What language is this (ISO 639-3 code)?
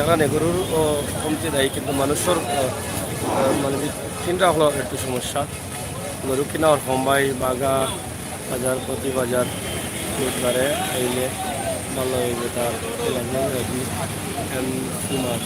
syl